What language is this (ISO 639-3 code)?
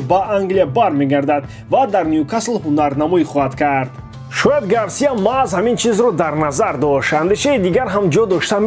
tgk